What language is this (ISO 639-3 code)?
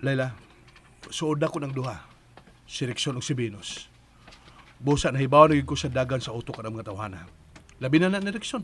ceb